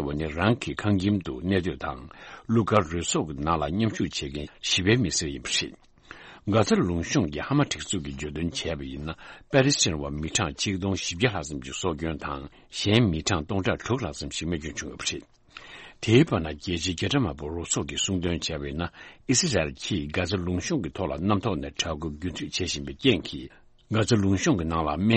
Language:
Tibetan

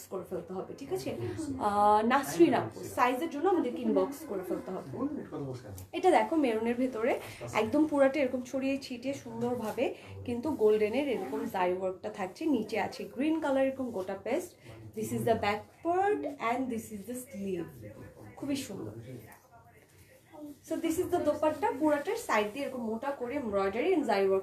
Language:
Bangla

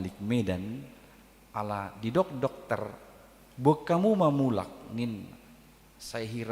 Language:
Batak Toba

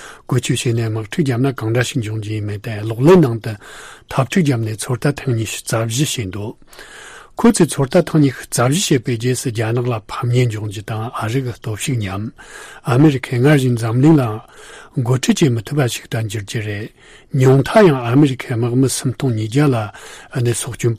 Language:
Tibetan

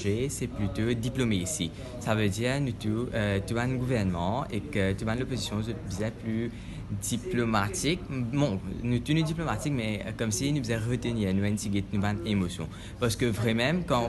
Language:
Morisyen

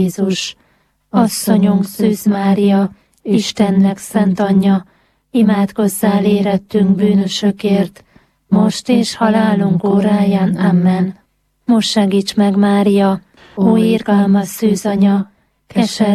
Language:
Hungarian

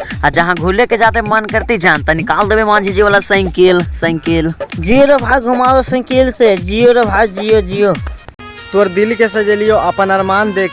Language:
Magahi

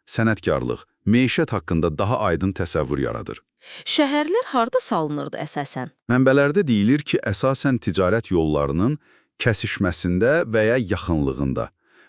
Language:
Azerbaijani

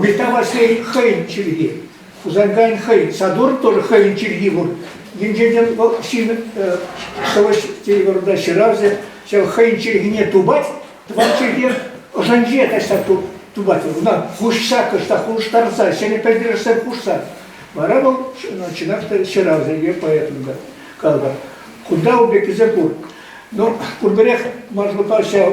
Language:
Chuvash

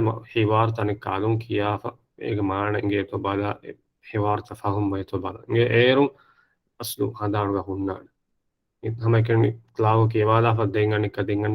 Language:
Divehi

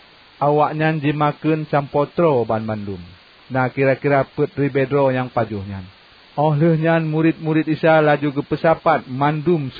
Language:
Achinese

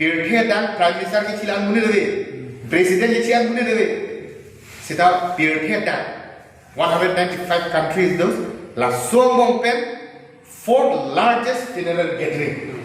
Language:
Karbi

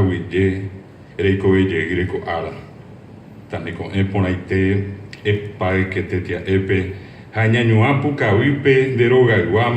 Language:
Guarani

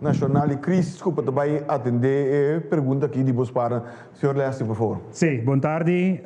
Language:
Papiamento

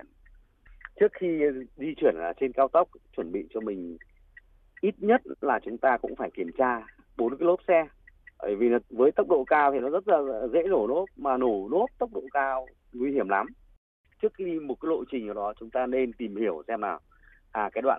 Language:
Vietnamese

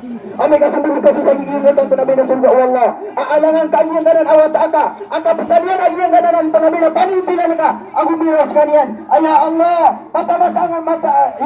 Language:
Maranao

